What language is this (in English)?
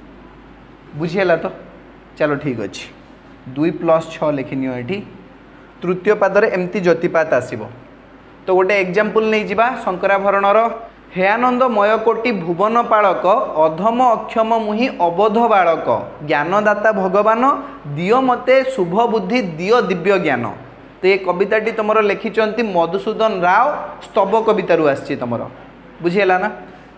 Odia